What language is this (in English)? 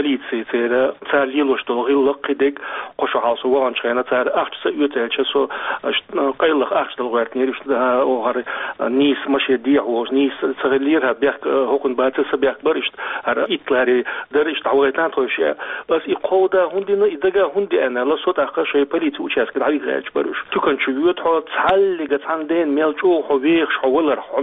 Chechen